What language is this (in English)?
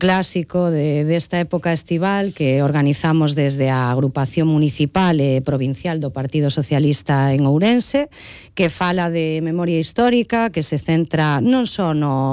Galician